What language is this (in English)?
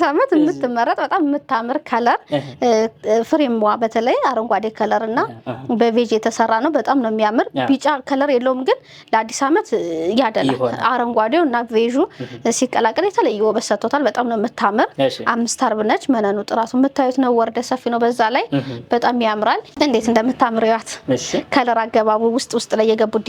Amharic